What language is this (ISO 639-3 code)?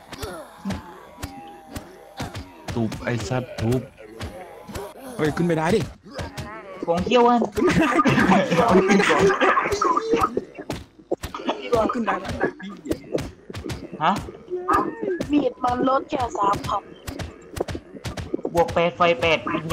tha